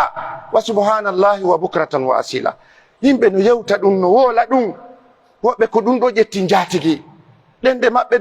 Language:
Pular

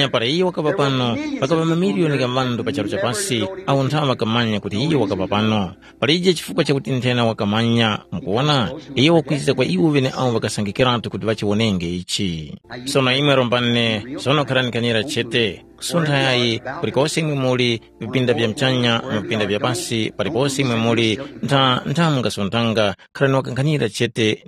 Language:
Tumbuka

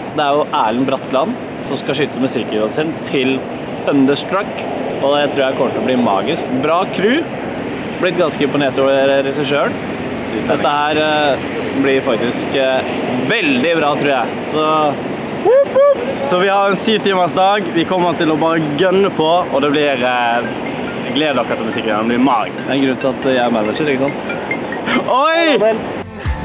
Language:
Norwegian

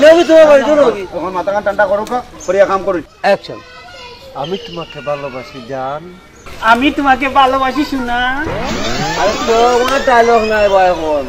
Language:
Sylheti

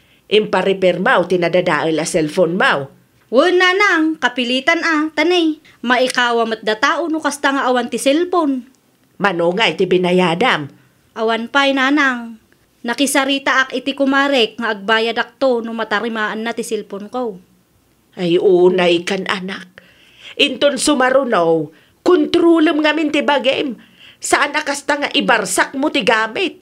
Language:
Iloko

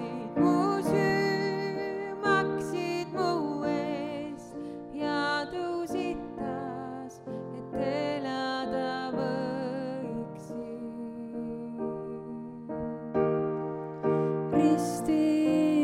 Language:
Estonian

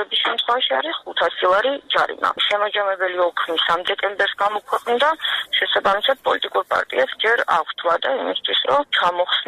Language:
Georgian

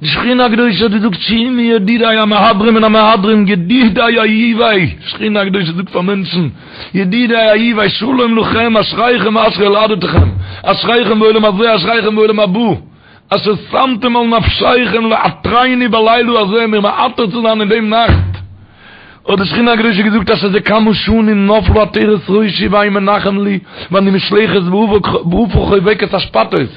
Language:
Yiddish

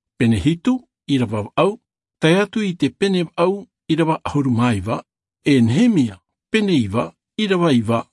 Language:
Tahitian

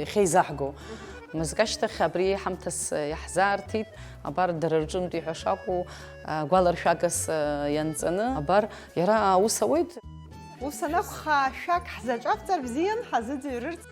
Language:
Abkhazian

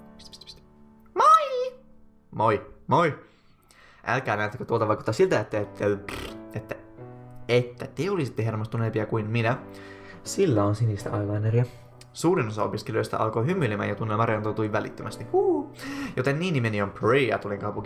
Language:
Finnish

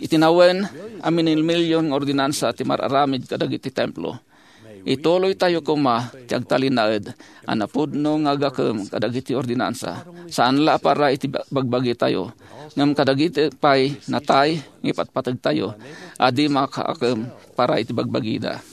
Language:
Iloko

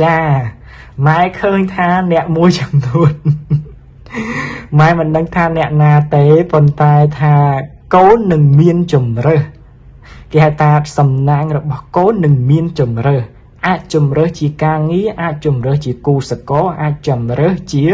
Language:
Khmer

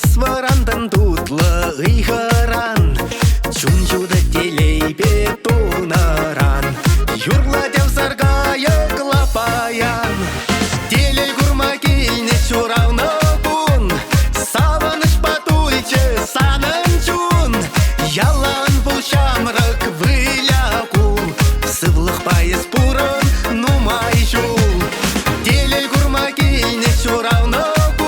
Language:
Chuvash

